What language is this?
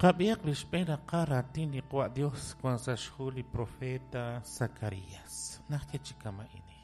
Kekchí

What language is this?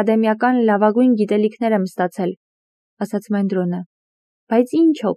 Armenian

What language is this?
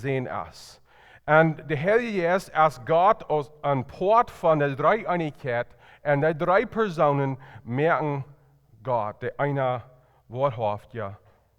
Plautdietsch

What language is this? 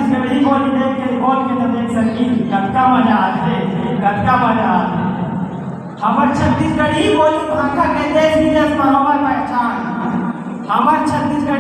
Chhattisgarhi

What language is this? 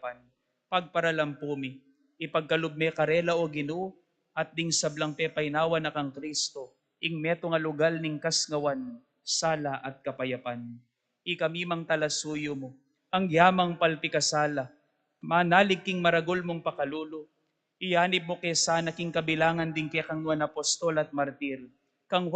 Pampanga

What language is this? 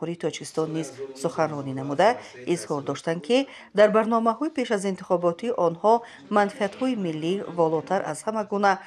Tajik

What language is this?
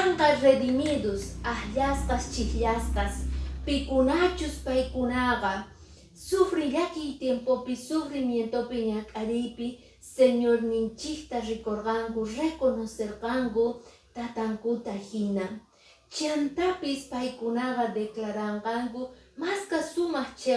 Quechua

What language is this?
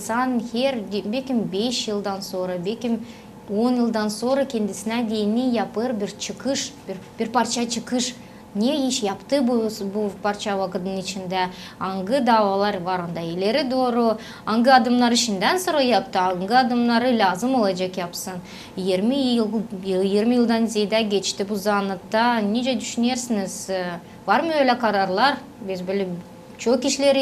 Gagauz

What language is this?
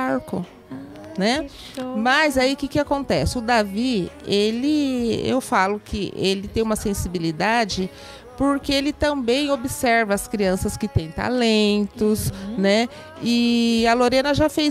Portuguese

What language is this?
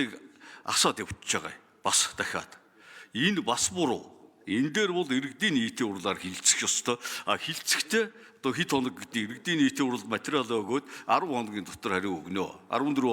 Mongolian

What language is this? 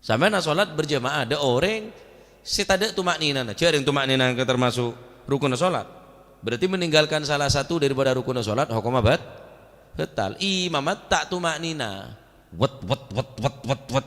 Madurese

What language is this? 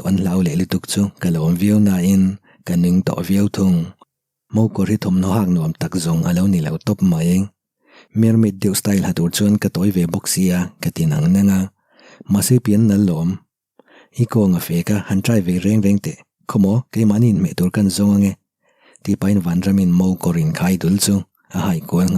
Mizo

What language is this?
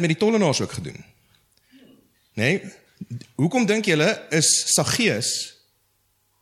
Afrikaans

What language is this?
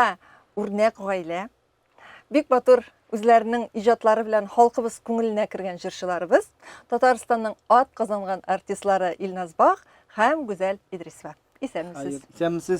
Tatar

